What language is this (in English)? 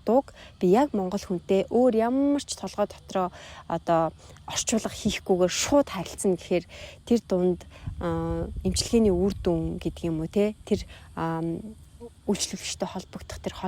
Mongolian